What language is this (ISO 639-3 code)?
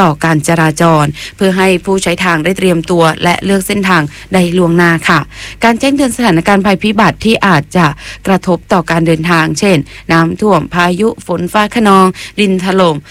tha